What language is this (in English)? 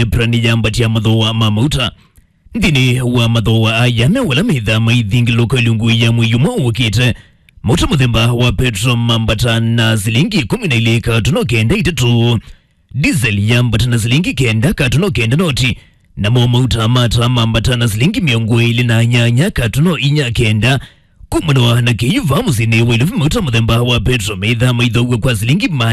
Kamba